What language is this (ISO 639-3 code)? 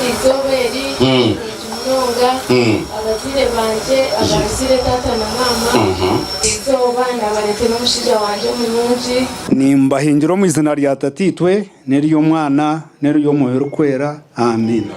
nyn